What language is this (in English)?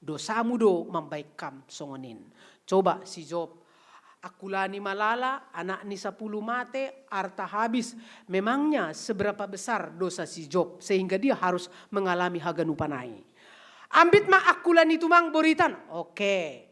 Batak Simalungun